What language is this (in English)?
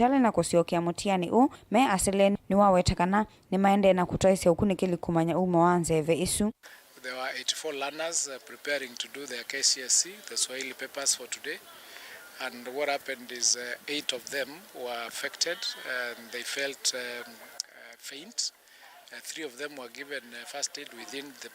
Kamba